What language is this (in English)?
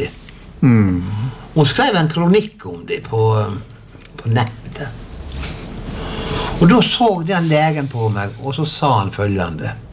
Norwegian